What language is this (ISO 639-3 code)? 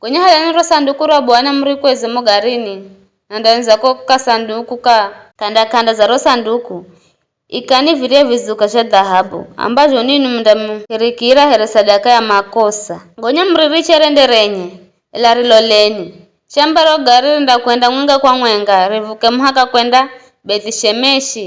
nyf